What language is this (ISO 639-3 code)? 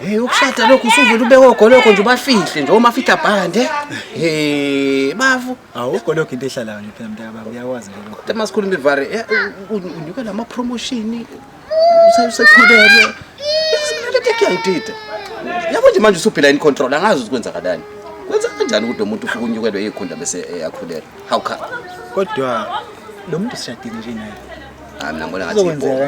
zul